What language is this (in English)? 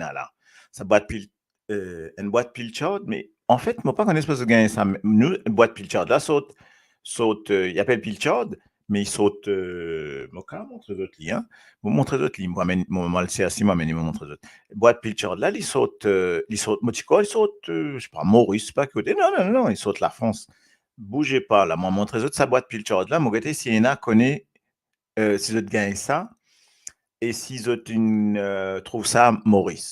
Morisyen